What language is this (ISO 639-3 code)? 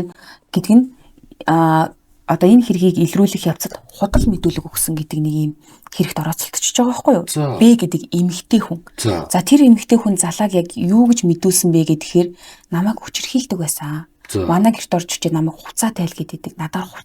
mon